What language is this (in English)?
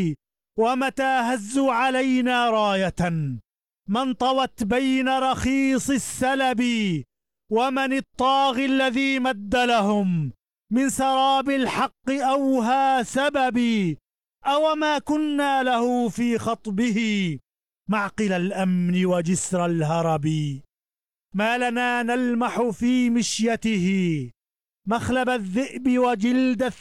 Arabic